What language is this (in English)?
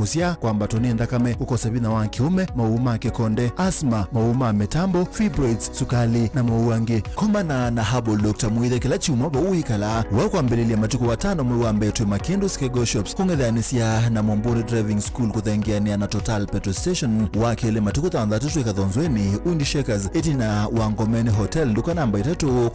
Kamba